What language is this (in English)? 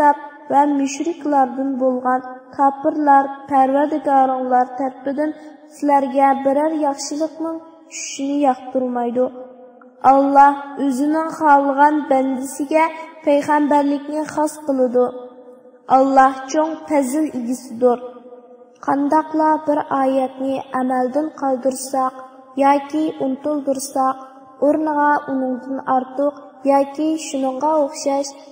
Uyghur